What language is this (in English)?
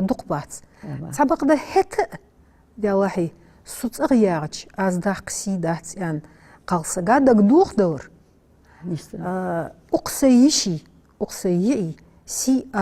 Ingush